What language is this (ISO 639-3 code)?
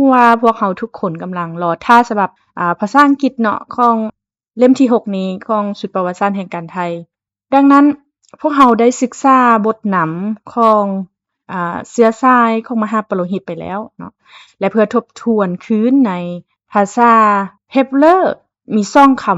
lao